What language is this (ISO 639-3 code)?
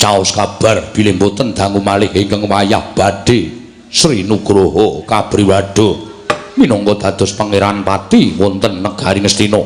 jav